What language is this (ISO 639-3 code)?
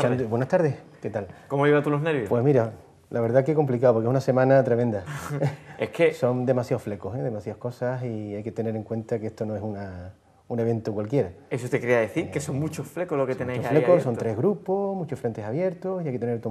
spa